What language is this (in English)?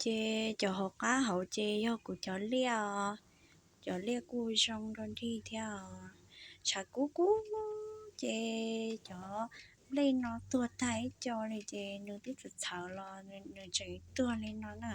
Hmong